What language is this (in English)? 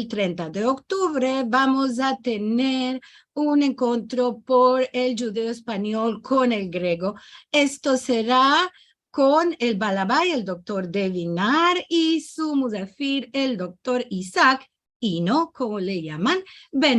Ladino